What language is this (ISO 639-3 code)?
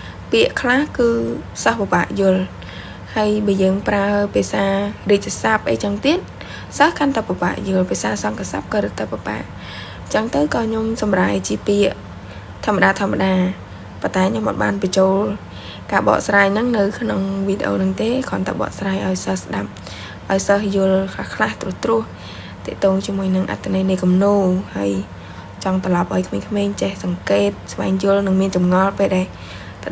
khm